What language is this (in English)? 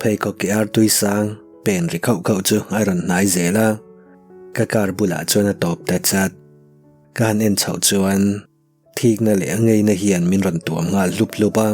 Mizo